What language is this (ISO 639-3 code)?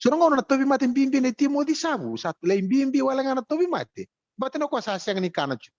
fij